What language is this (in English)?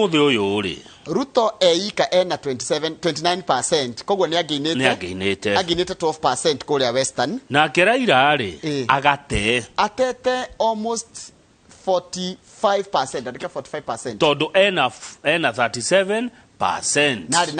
Kikuyu